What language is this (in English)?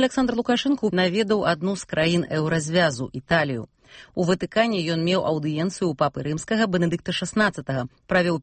Belarusian